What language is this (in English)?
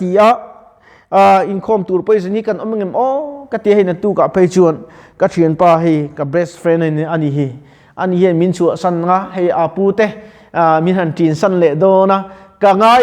Mizo